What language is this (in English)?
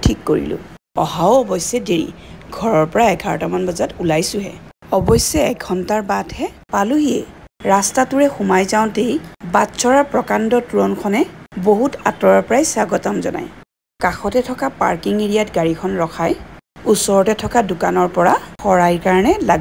Assamese